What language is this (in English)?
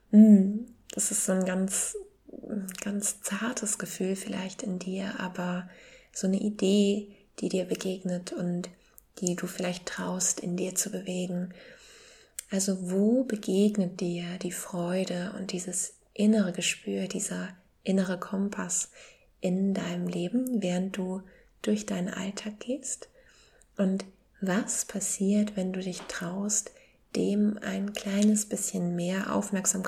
German